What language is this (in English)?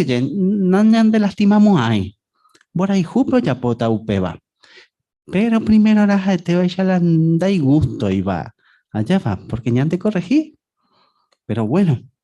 Guarani